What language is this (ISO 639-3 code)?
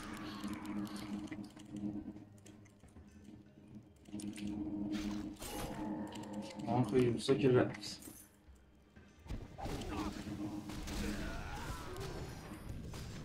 fas